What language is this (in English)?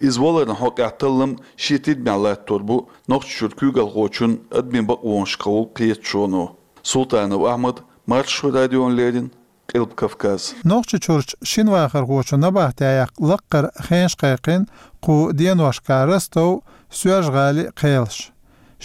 Chechen